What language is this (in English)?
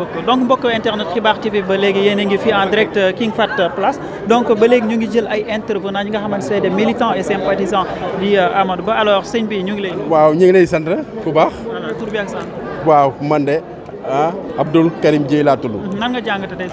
Wolof